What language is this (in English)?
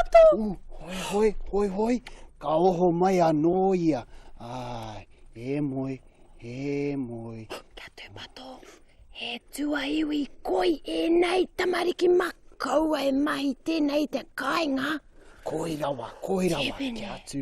Māori